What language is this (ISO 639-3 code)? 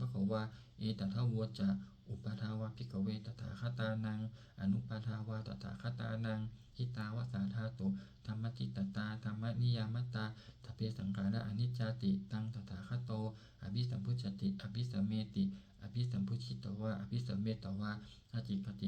pli